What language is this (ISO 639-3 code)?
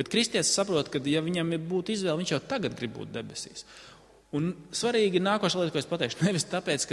lav